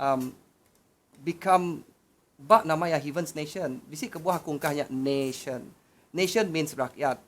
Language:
Iban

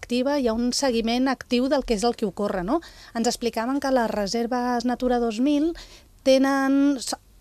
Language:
Catalan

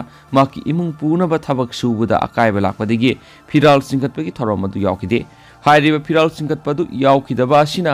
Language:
Manipuri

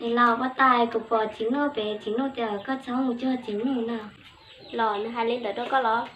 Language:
Hmong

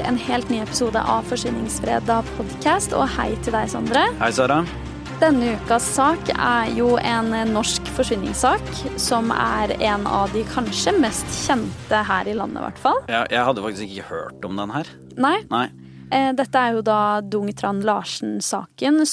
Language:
Norwegian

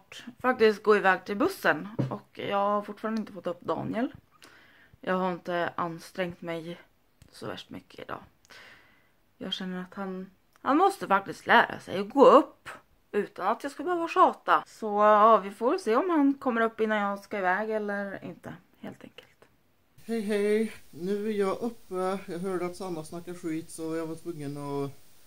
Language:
Swedish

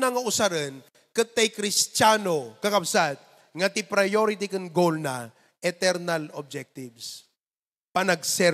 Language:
Iloko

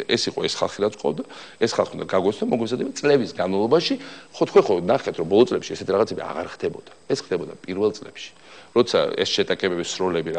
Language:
Georgian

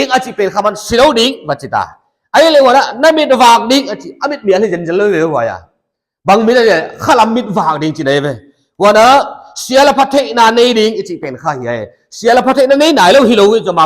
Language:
Paite Chin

